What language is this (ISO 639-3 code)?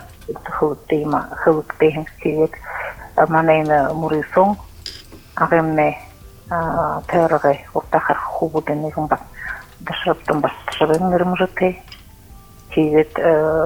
bua